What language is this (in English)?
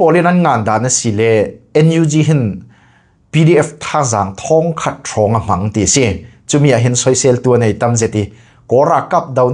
Falam Chin